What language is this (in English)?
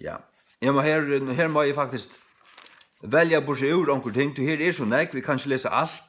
Faroese